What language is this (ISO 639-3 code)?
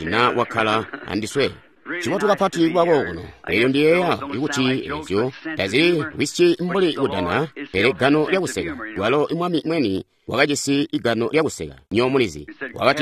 toi